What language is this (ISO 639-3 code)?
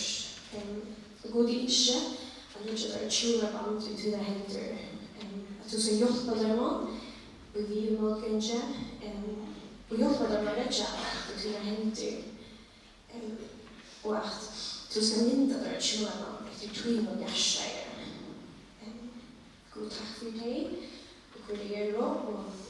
fao